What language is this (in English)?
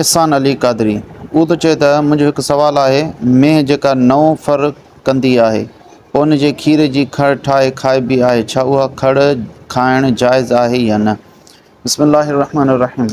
Sindhi